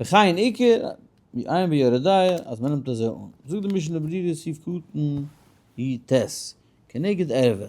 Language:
Yiddish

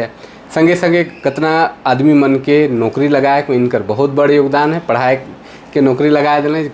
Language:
Sadri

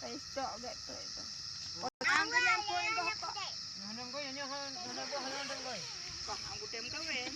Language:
Achinese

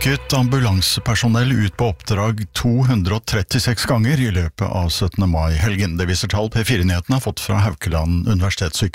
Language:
Norwegian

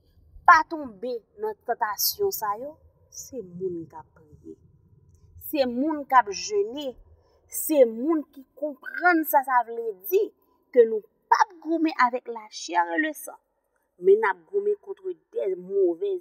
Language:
Haitian Creole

